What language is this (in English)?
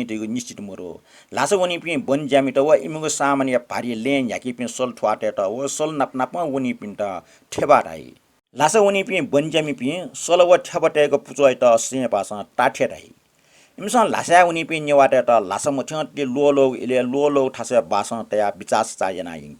Newari